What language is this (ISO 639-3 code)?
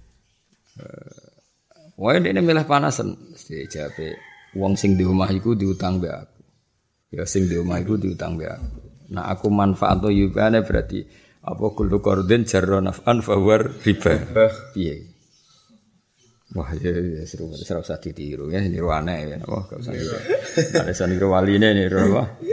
jav